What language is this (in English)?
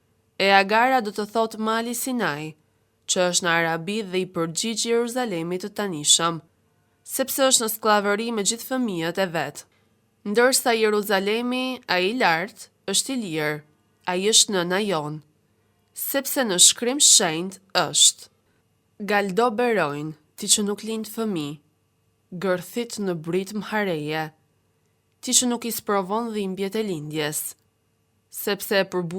Albanian